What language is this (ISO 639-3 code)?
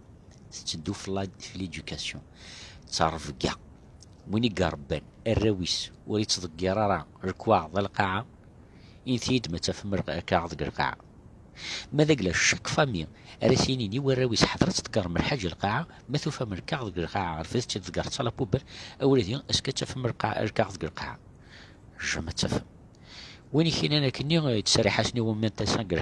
kab